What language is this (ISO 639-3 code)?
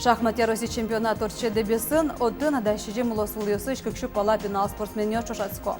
udm